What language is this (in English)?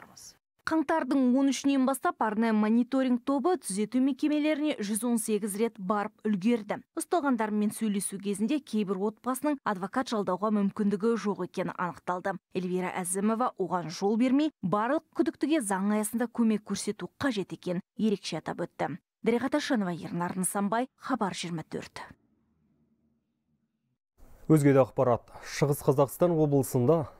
Kazakh